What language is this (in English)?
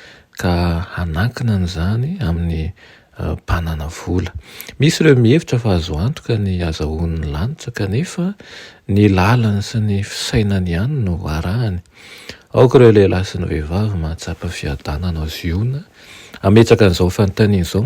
Malagasy